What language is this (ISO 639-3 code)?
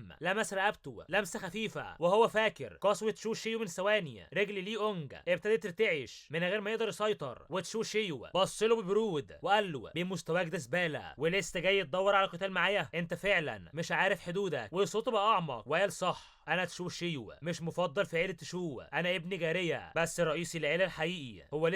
arz